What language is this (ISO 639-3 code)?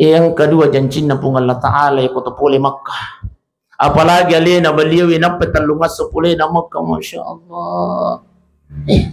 bug